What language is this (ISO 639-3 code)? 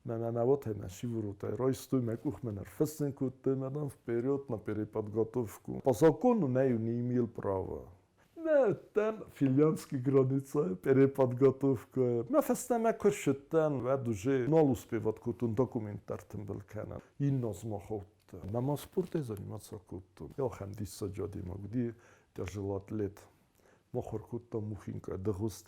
oss